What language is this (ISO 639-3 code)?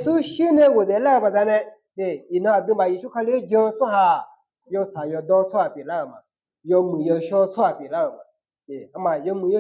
ahk